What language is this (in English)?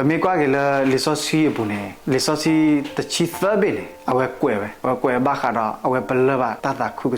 S'gaw Karen